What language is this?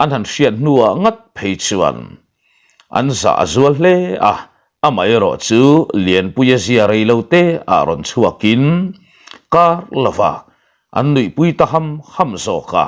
Mizo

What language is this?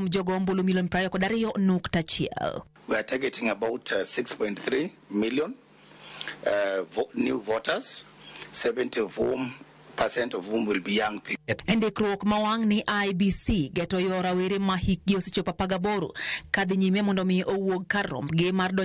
Luo (Kenya and Tanzania)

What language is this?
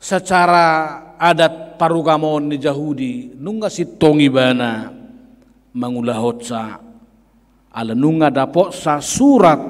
Batak Toba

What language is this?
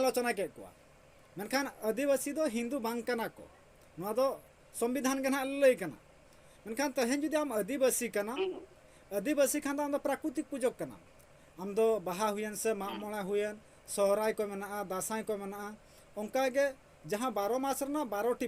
Santali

